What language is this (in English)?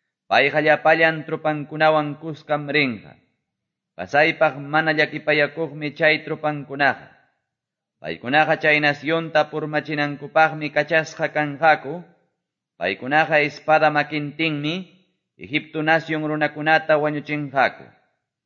Quechua